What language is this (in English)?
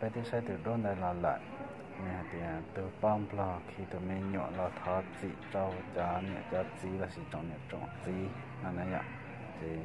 Hmong